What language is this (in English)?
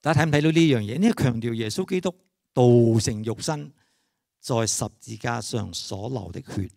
Cantonese